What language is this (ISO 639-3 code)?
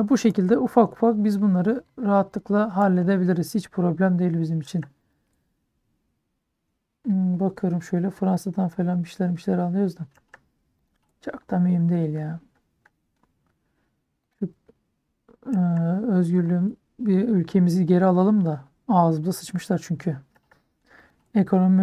tur